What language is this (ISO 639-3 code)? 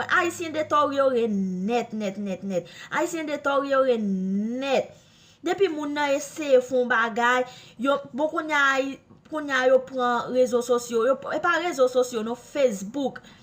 hat